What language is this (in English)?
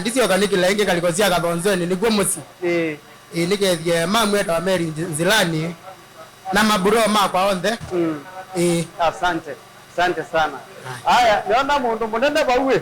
Kamba